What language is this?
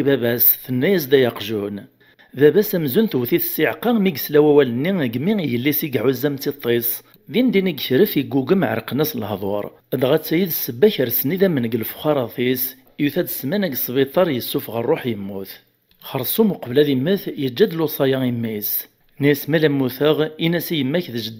Kabyle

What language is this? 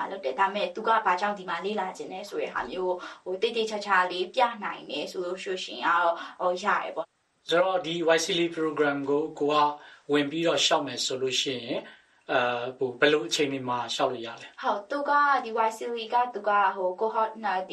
Burmese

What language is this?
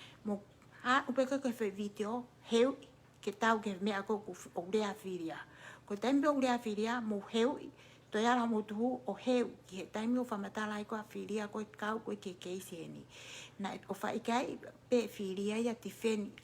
Tongan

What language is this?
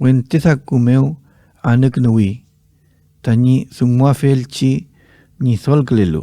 Mapuche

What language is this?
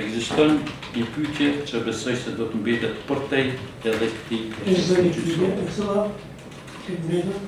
Albanian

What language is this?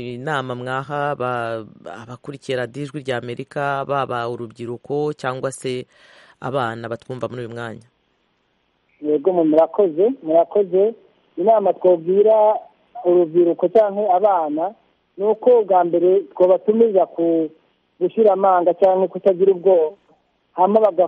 Kinyarwanda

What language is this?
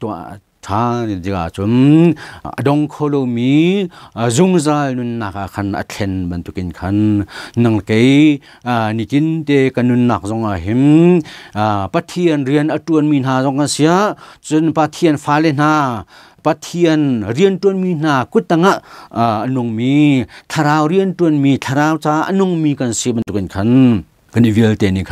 Hakha Chin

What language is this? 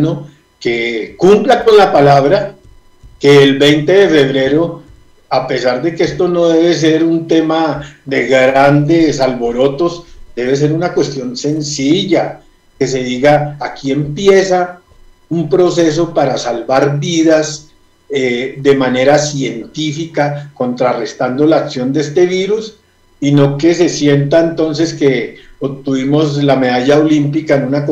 Spanish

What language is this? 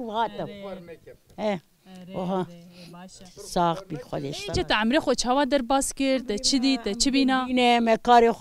Kurdish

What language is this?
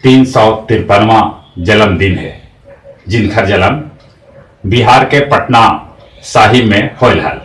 Magahi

